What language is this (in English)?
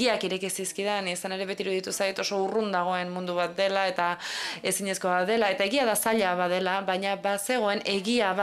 Basque